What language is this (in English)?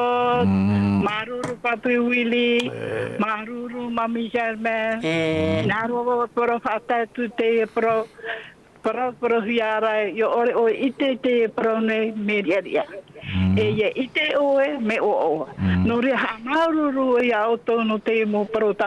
Tahitian